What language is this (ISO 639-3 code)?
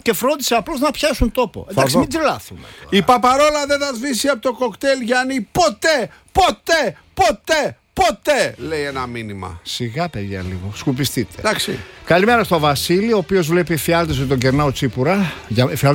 ell